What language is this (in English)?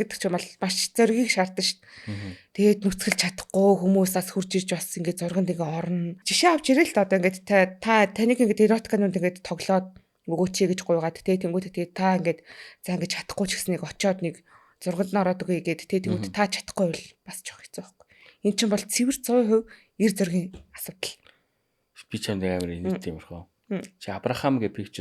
Mongolian